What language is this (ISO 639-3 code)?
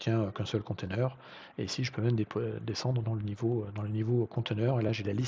fra